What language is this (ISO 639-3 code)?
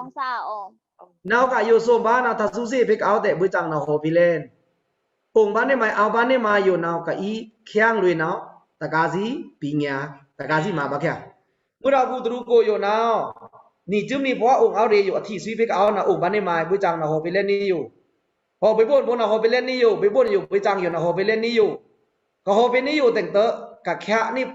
blk